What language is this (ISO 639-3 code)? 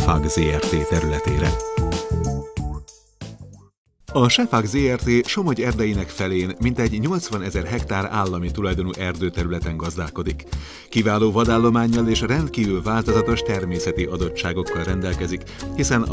hun